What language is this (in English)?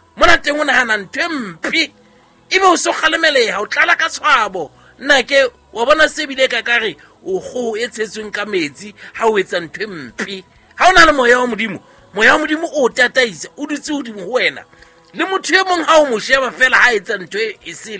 Southern Sotho